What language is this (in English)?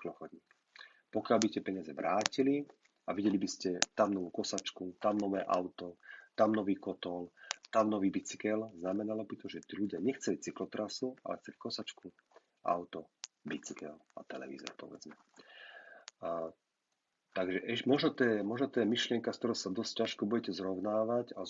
Slovak